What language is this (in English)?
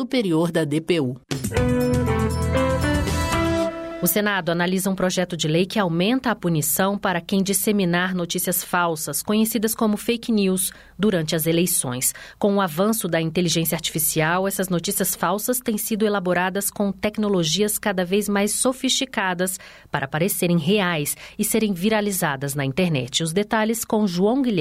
Portuguese